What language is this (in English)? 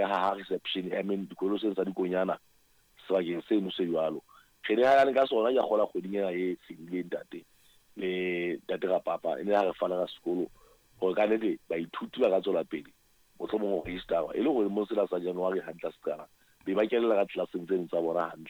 Southern Sotho